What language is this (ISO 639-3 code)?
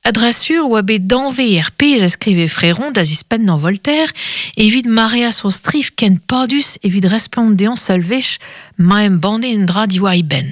bre